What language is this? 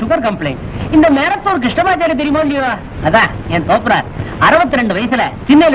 Tamil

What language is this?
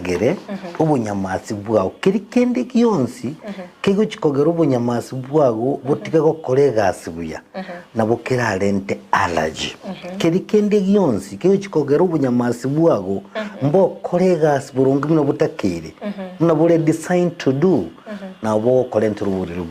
Gusii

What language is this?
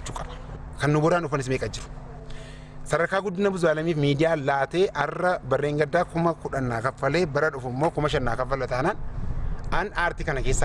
Oromo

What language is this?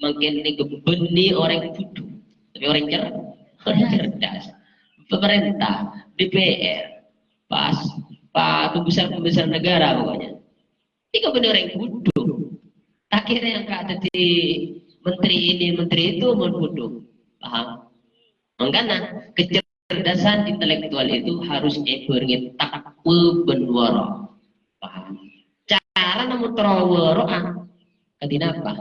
Madurese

